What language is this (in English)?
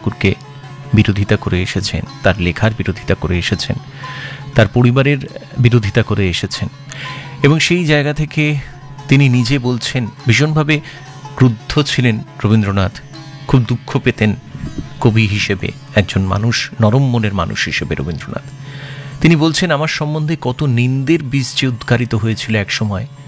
Bangla